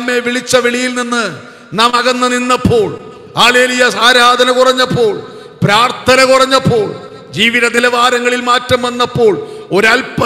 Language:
Malayalam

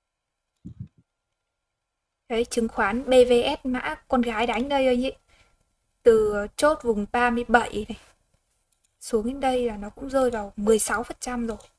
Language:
Vietnamese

